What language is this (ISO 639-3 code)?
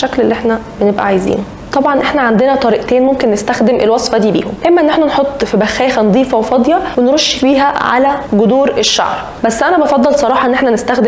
arz